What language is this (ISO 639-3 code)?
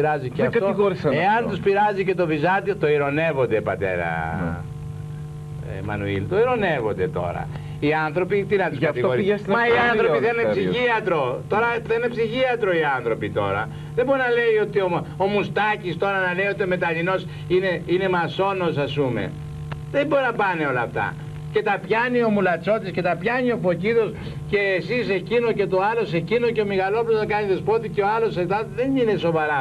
ell